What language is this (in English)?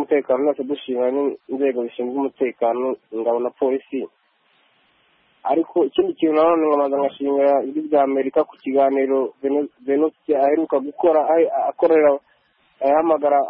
Kinyarwanda